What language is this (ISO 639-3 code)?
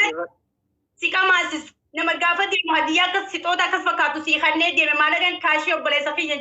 orm